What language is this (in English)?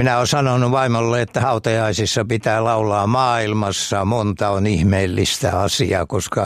Finnish